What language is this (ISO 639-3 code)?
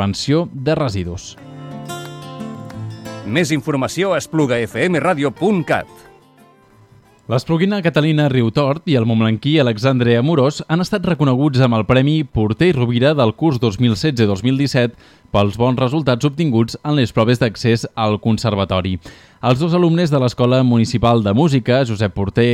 cat